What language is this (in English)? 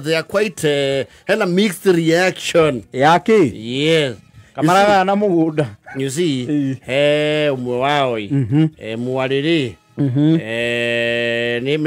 Kikuyu